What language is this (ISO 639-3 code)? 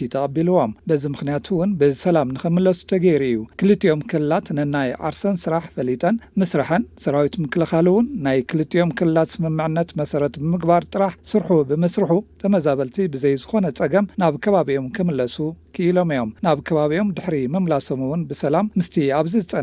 tir